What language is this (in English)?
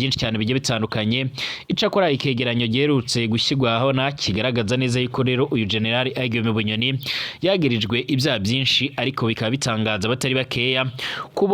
Rundi